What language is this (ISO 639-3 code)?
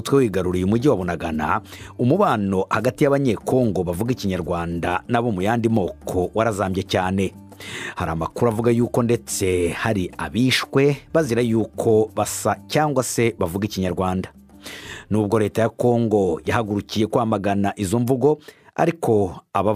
kin